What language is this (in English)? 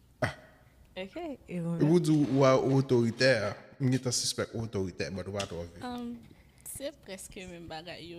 Haitian Creole